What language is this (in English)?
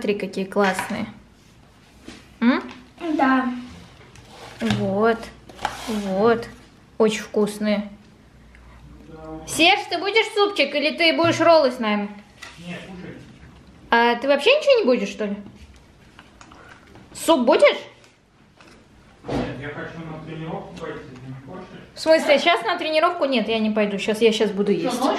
Russian